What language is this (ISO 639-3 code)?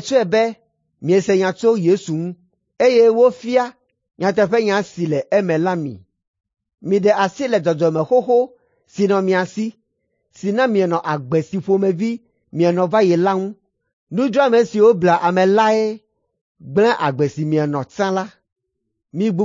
ewe